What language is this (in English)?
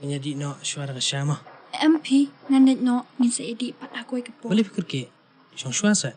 Khasi